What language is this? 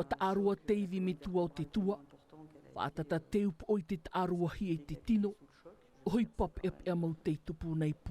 Tahitian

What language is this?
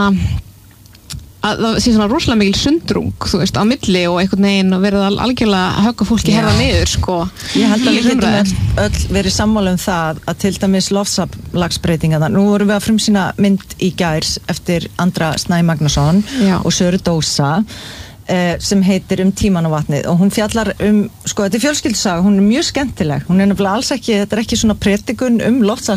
Icelandic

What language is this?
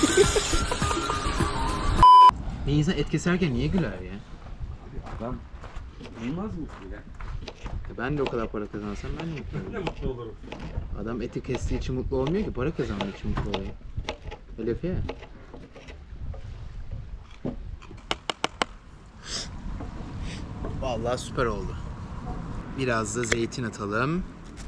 Turkish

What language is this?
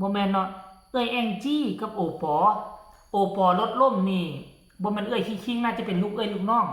Northeastern Thai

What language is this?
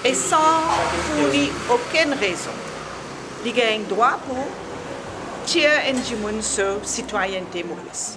Morisyen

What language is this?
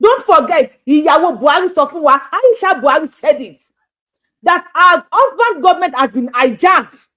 Yoruba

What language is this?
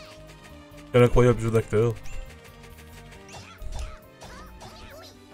French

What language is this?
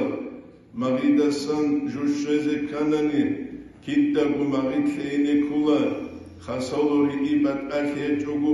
Avaric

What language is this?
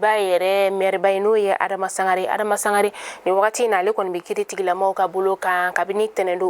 Bambara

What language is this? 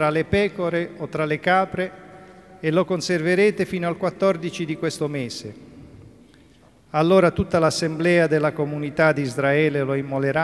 Italian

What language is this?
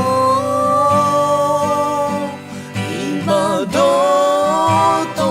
Akha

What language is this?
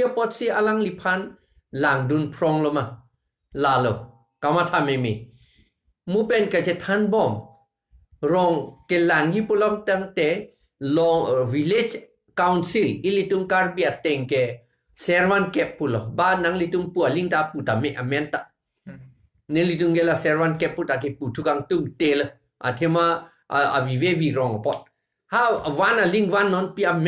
Karbi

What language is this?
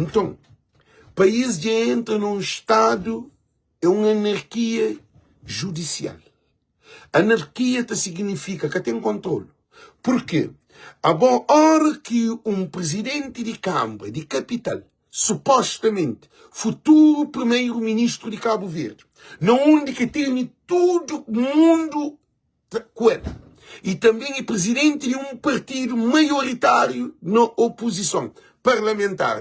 Kabuverdianu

